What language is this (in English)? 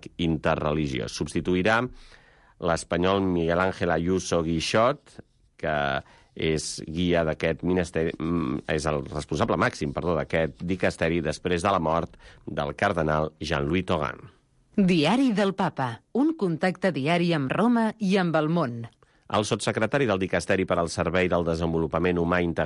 Catalan